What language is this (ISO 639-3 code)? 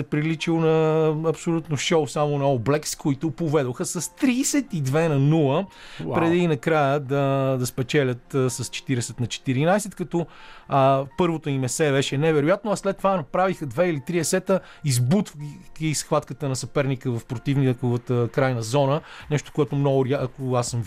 bul